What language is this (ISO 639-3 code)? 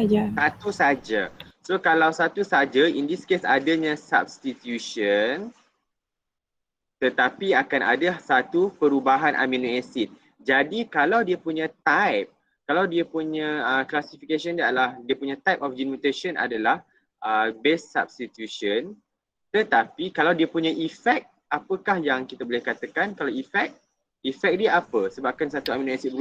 msa